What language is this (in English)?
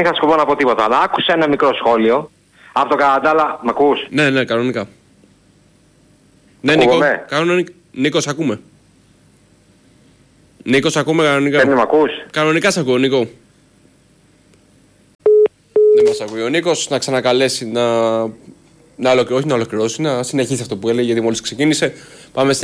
Greek